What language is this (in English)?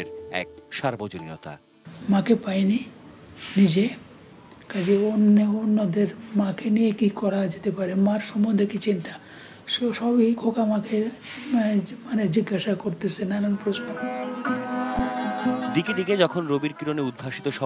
Bangla